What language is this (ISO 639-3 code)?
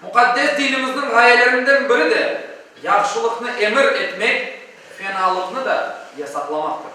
crh